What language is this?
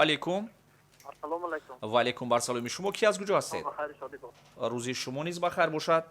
Tajik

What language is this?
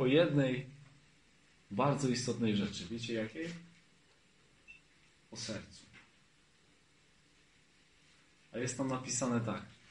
Polish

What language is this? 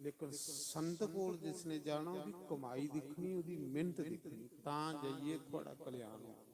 Dogri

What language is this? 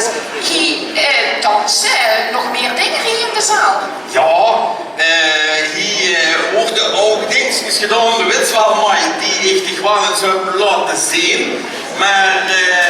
Limburgish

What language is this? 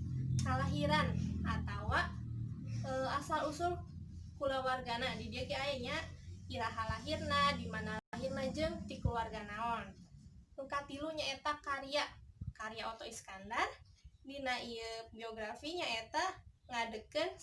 Sundanese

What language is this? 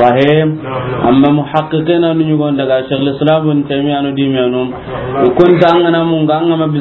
Soninke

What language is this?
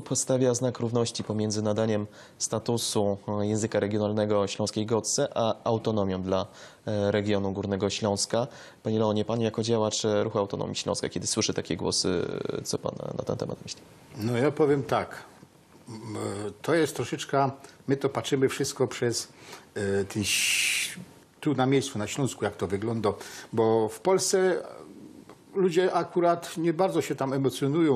Silesian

